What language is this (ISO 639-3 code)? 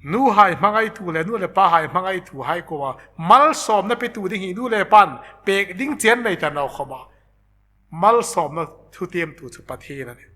hmr